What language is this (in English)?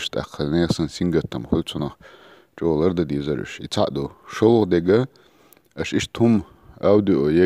Chechen